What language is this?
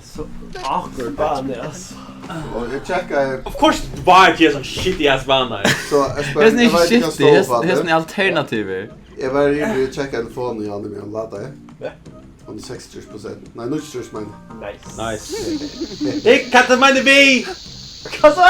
Faroese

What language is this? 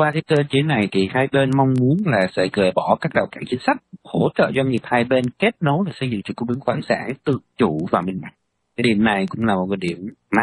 Vietnamese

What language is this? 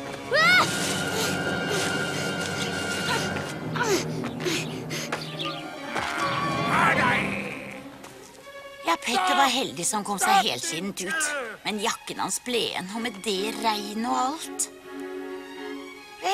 Norwegian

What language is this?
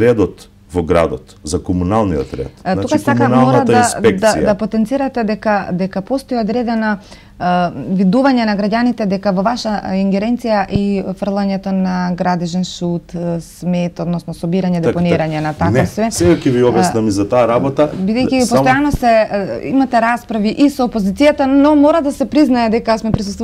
Macedonian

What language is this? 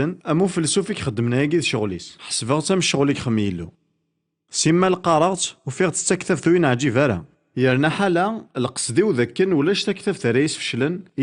Kabyle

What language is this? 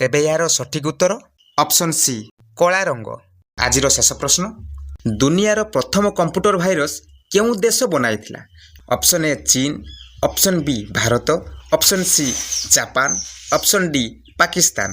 Odia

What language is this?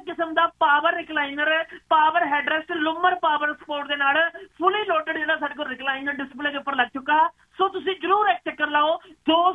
Punjabi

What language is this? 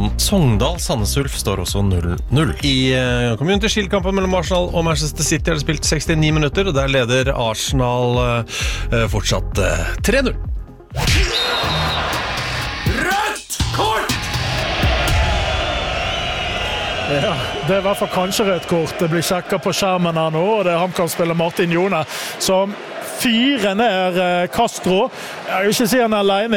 Norwegian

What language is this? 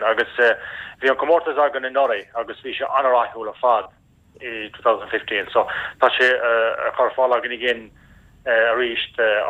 Irish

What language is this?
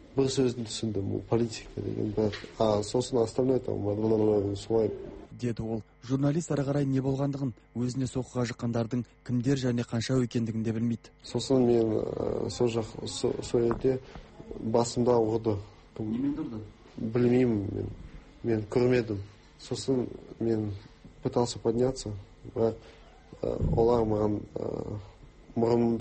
Kazakh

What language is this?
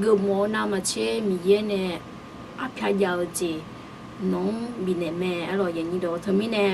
Akha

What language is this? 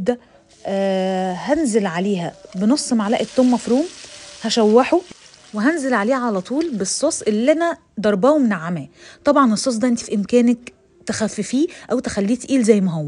Egyptian Arabic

